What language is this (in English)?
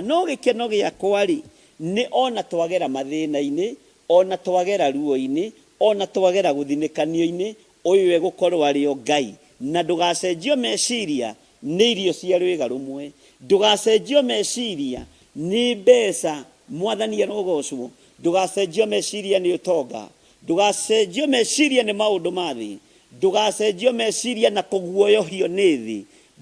Kikuyu